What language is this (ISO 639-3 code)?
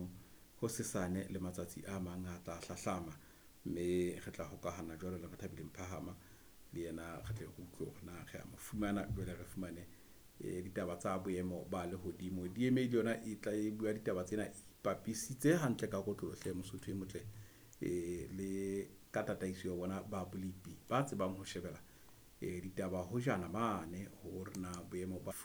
sot